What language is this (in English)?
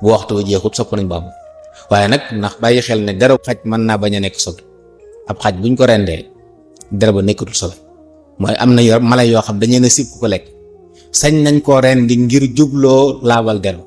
Wolof